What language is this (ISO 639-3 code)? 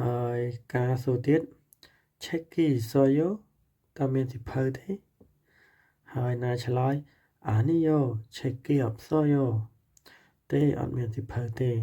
khm